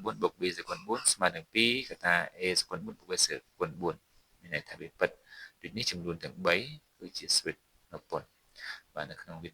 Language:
Khmer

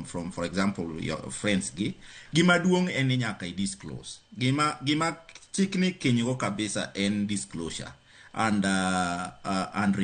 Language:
Luo (Kenya and Tanzania)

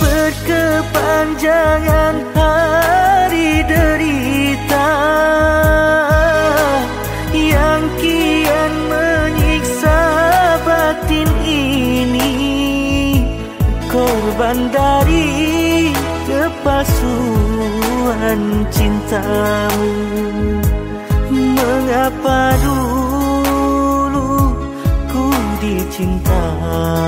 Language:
Indonesian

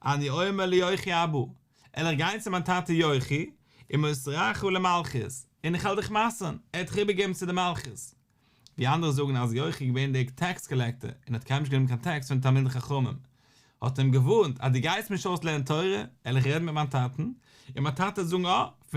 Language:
Yiddish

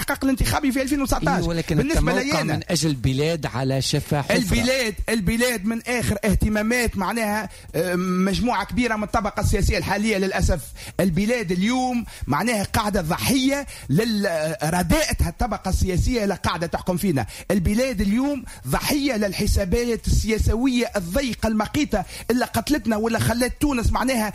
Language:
Tunisian Arabic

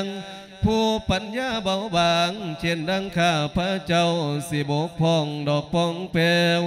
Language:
Lao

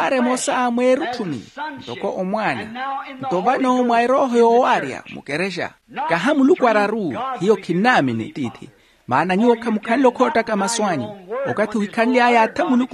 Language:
Makhuwa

